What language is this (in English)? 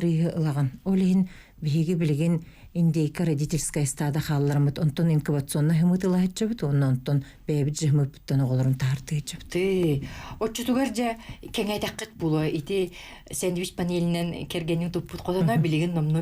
Yakut